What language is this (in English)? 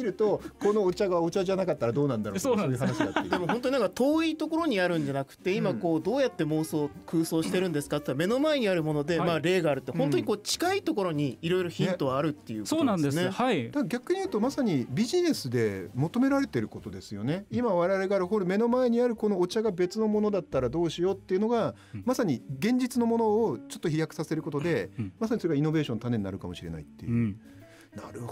Japanese